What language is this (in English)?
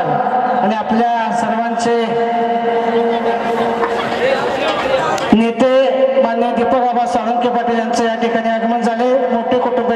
Marathi